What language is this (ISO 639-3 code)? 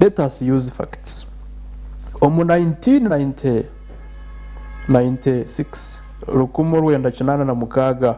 nyn